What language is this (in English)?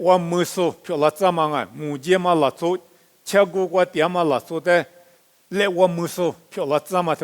Lisu